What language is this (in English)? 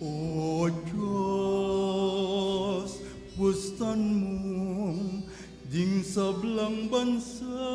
Pampanga